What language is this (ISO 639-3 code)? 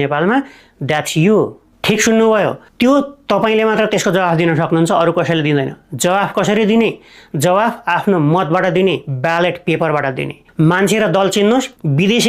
nep